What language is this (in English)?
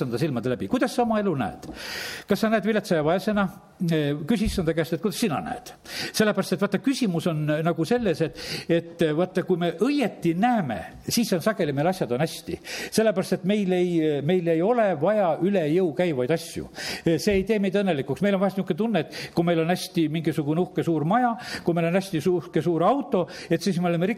Estonian